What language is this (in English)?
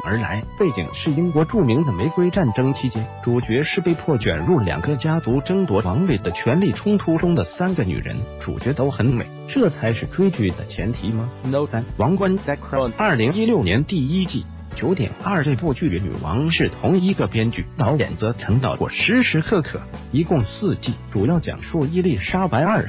Chinese